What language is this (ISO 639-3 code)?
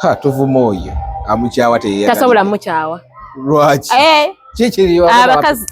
lug